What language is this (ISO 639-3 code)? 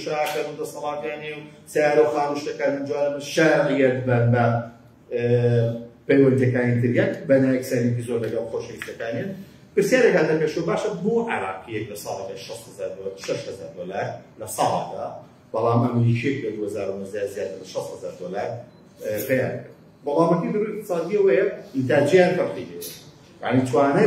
ckb